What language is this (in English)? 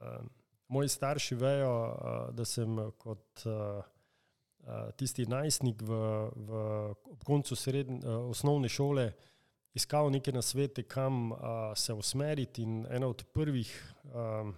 Slovenian